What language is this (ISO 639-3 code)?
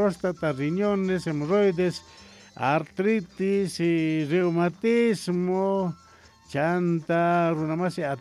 que